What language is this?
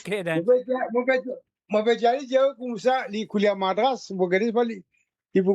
Morisyen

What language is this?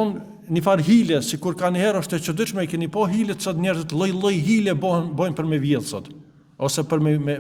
Albanian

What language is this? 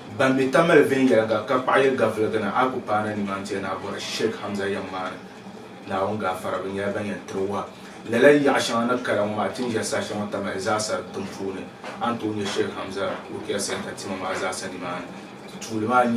Dagbani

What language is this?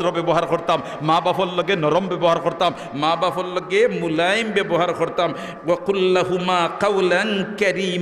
Sylheti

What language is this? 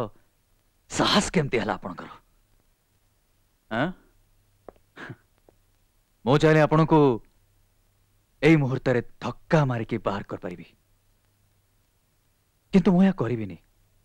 Odia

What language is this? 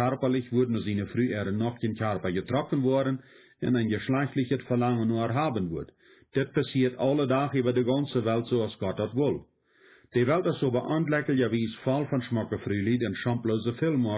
Plautdietsch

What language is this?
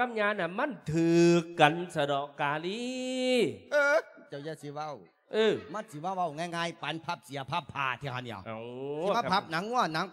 Lao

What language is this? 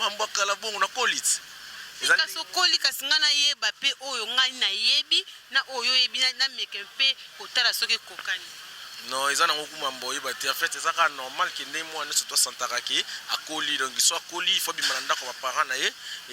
Lingala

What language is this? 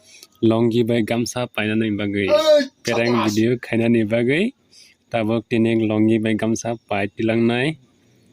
Kok Borok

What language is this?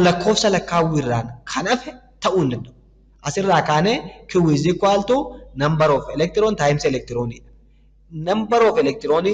Oromo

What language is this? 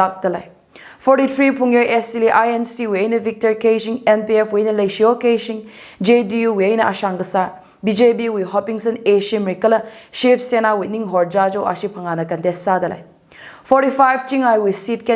Tangkhul Naga (India)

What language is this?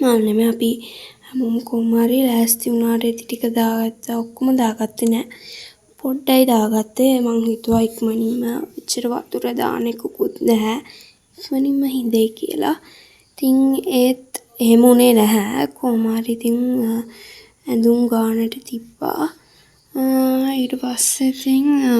Sinhala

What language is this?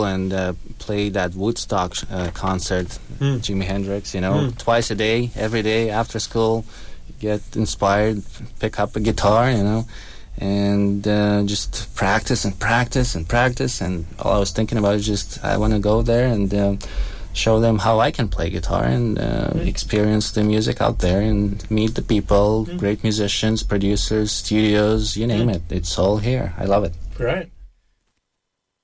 English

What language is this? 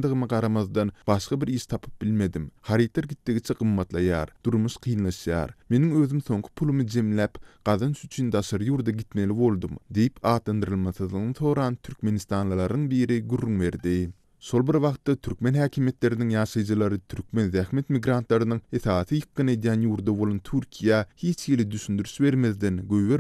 Turkmen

